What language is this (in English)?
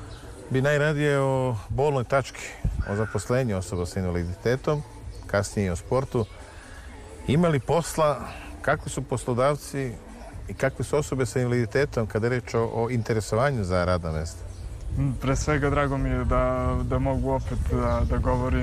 Serbian